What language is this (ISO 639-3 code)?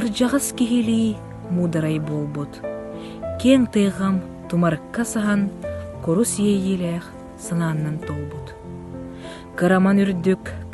sah